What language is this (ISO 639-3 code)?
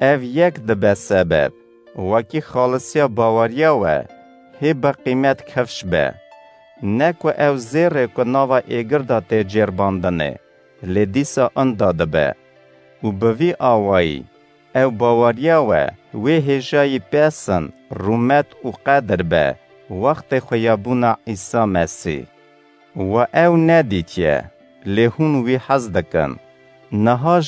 kur